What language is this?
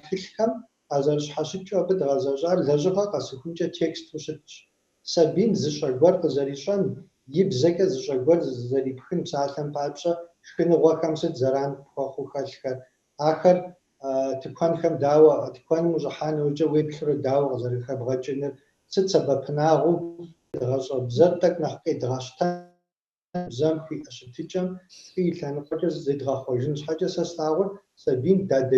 Kabardian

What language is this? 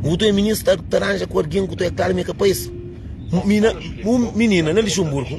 Kabuverdianu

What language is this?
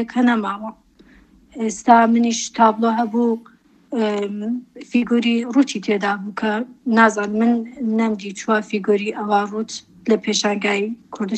Central Kurdish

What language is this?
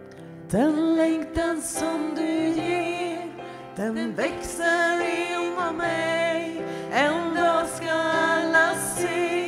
Swedish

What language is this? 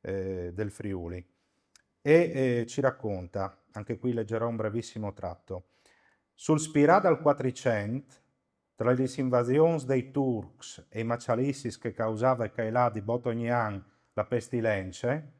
Friulian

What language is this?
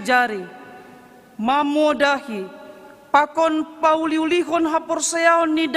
Batak Simalungun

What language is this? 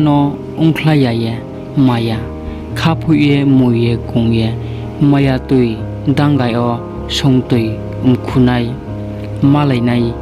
Riang (India)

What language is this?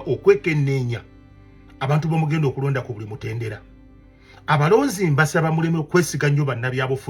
Ganda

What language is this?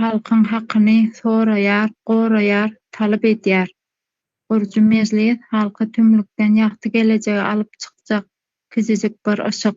Turkmen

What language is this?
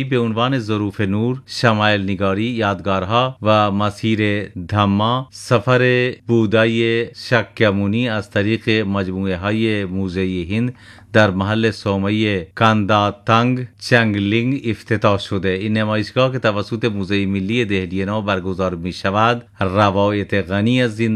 Persian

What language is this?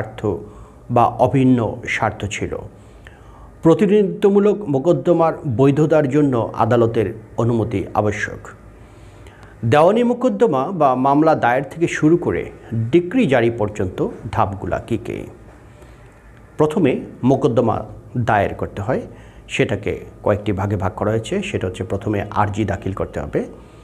Bangla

